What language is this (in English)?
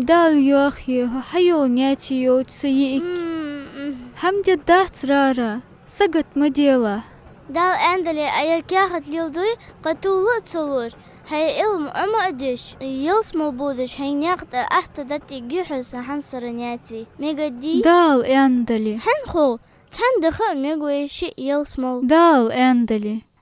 Ingush